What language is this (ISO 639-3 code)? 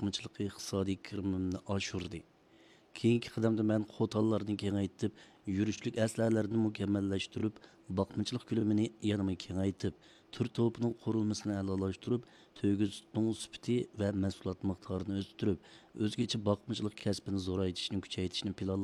uig